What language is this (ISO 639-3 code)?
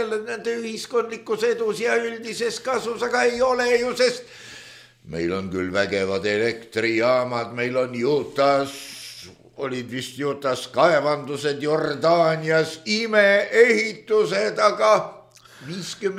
est